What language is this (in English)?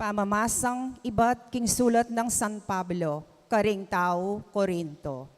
Pampanga